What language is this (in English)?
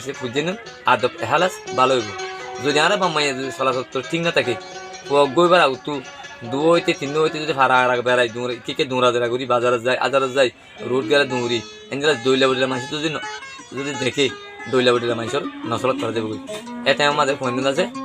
Rohingya